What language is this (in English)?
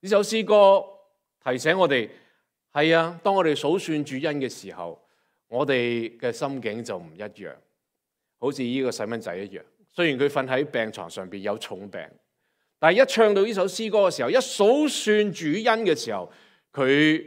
Cantonese